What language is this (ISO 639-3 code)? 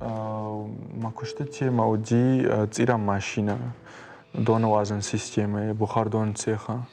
oss